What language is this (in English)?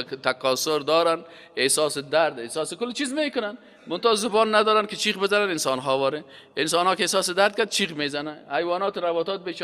Persian